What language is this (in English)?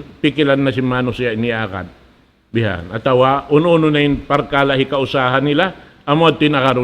Tausug